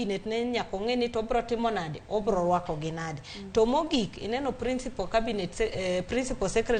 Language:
Luo (Kenya and Tanzania)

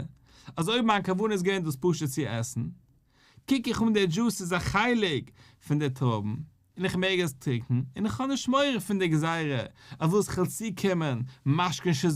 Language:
Yiddish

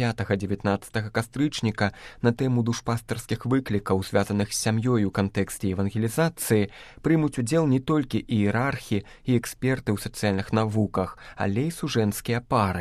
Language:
Belarusian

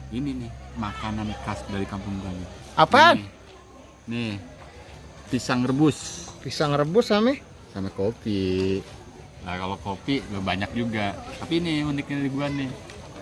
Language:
Betawi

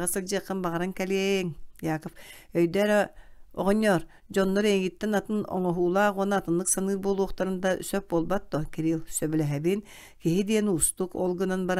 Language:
Yakut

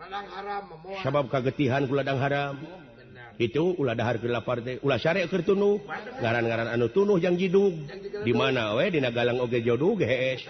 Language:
Sundanese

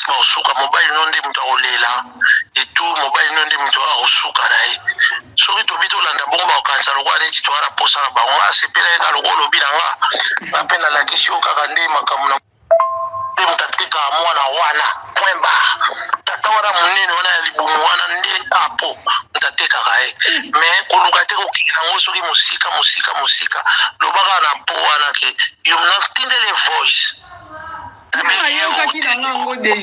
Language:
Lingala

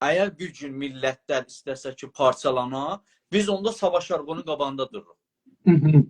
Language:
South Azerbaijani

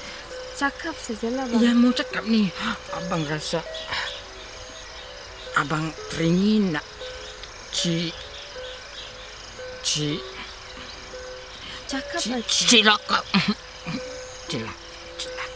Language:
Malay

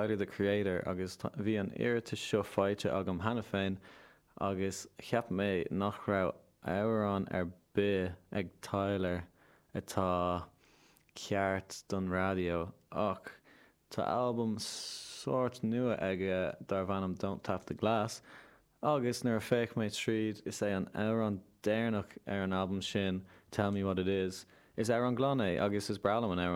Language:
Irish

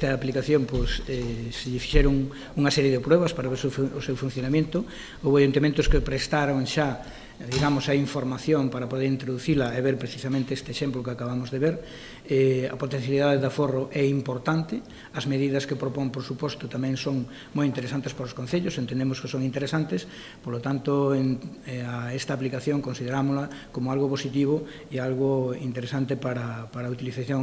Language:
Galician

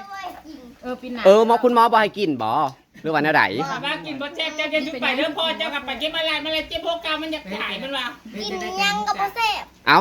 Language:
Northeastern Thai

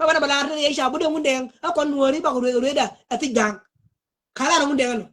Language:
Nuer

